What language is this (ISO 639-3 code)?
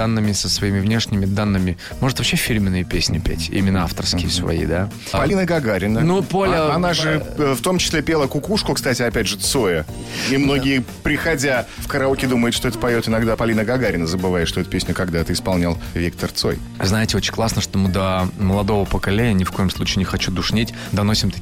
rus